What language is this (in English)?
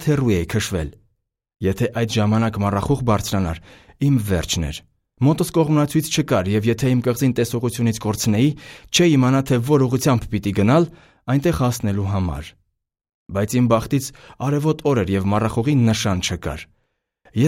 Armenian